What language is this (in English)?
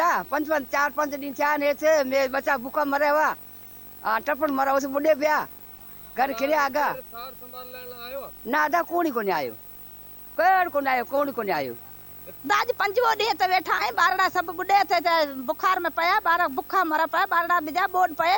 Sindhi